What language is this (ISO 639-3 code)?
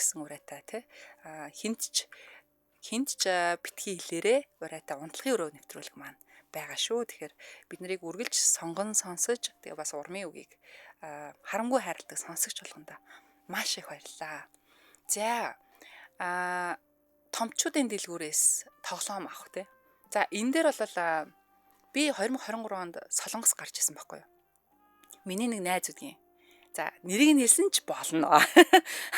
mon